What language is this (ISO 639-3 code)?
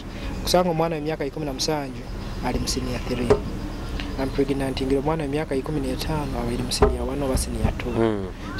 nyo